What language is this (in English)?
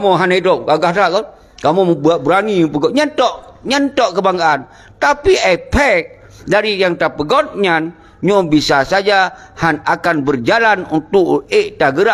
Achinese